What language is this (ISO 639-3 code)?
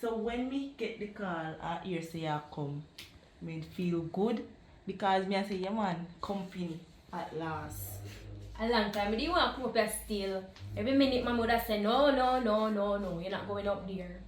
jam